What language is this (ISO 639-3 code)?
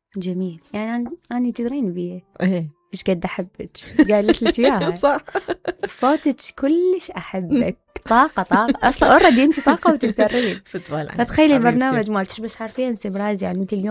acm